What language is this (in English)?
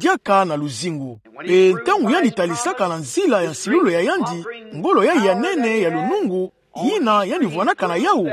Kituba (Democratic Republic of Congo)